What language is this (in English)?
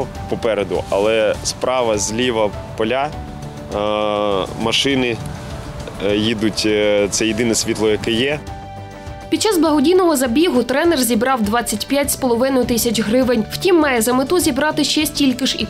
Ukrainian